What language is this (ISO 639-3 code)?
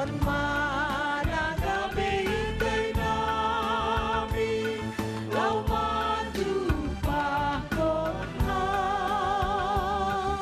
bts